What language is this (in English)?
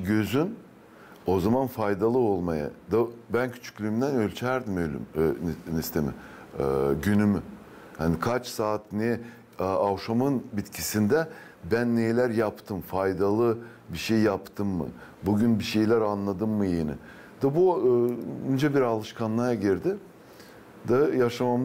Gagauz